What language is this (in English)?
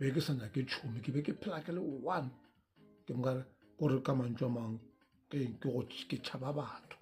Northern Sotho